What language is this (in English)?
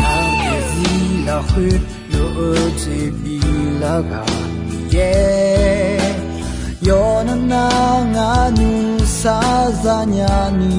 Akha